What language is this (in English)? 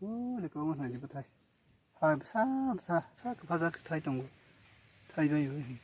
Kok Borok